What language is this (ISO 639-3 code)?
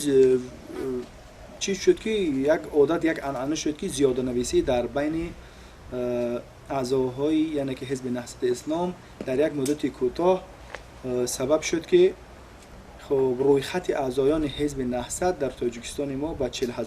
tgk